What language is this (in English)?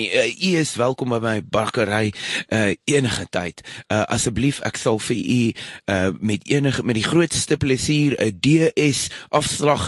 Afrikaans